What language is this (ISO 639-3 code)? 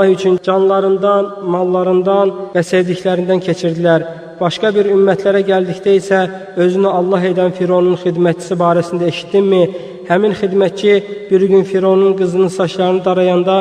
aze